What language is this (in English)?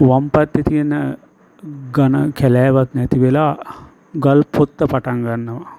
Sinhala